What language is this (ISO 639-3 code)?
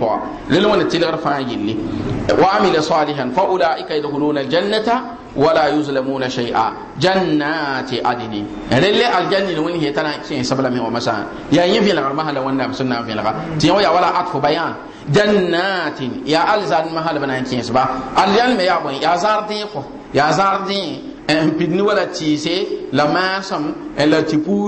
mos